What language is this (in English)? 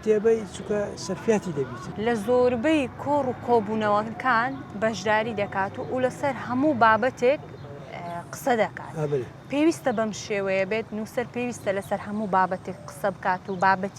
Central Kurdish